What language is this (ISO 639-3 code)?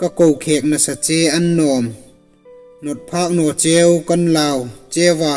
hmr